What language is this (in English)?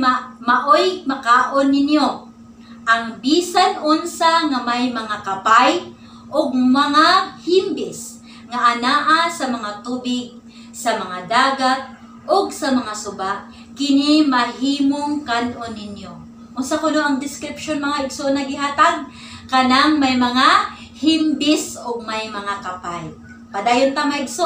Cebuano